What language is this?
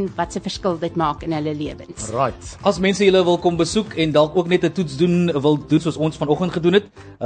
Afrikaans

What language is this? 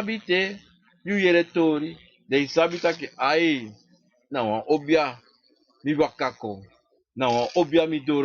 Sranan Tongo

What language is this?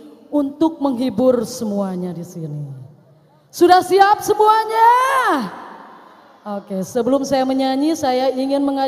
Indonesian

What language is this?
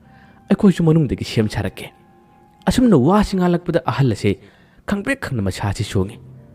Manipuri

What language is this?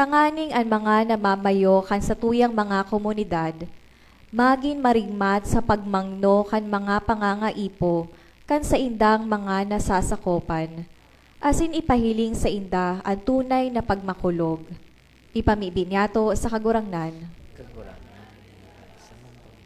Bikol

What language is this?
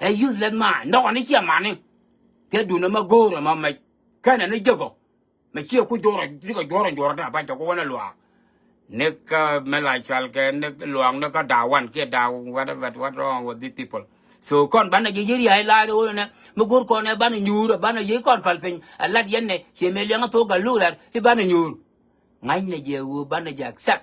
Nuer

